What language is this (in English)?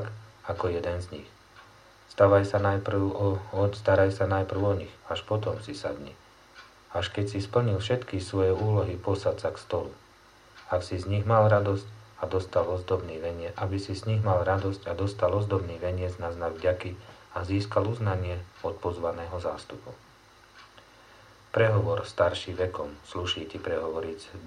Slovak